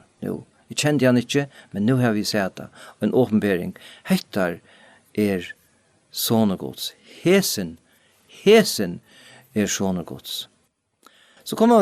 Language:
Faroese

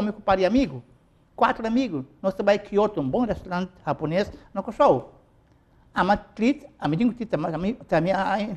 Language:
Papiamento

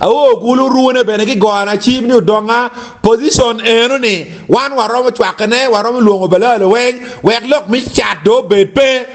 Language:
Acoli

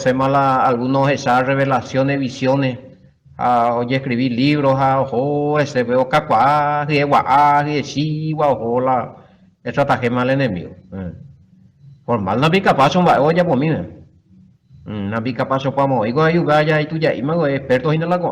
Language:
Guarani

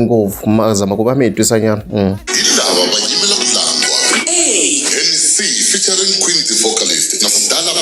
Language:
Tsonga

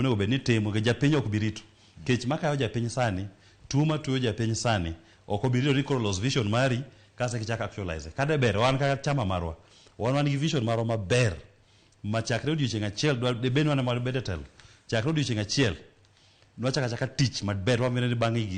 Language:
Luo (Kenya and Tanzania)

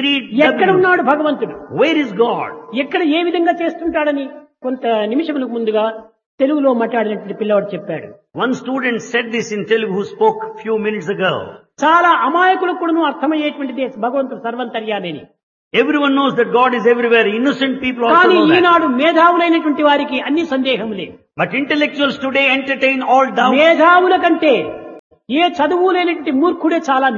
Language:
Telugu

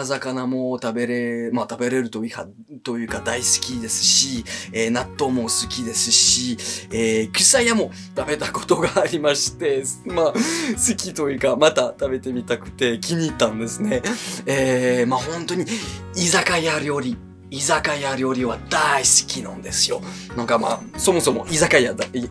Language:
Japanese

